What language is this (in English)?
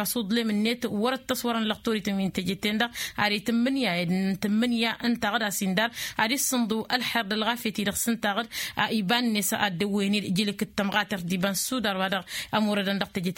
Tamasheq